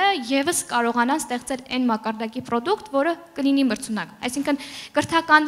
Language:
Armenian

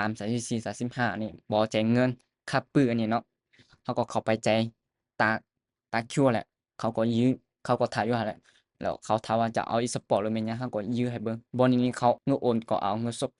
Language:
Lao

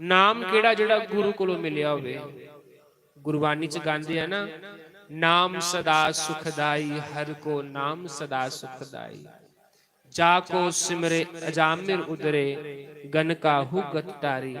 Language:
Dogri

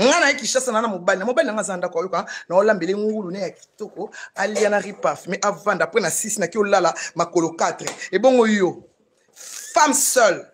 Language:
Lingala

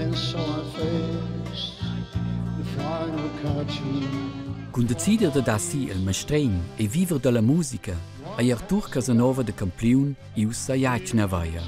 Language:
Romansh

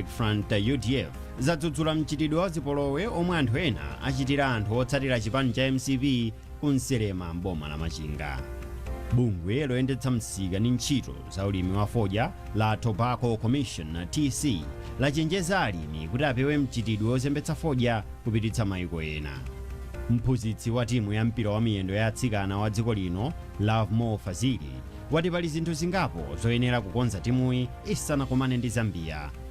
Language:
Nyanja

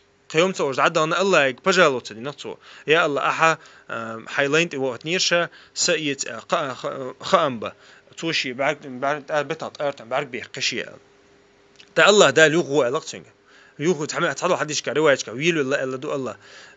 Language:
Chechen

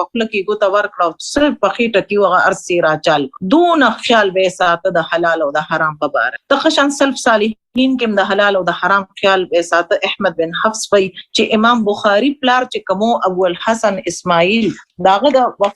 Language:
Pashto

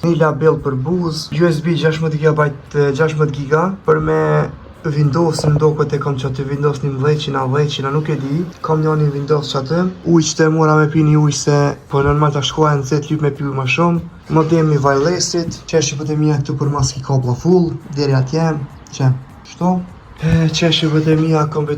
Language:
Albanian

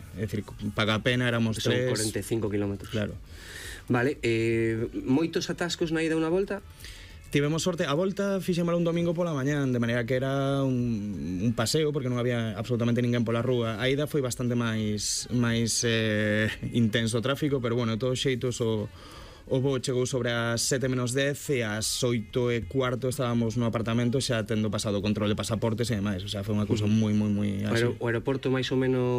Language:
Galician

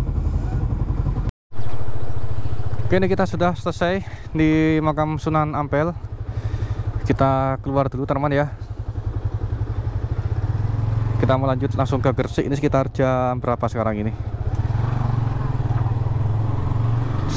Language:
Indonesian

